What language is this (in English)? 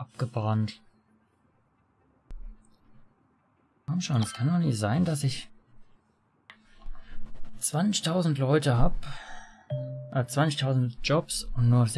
German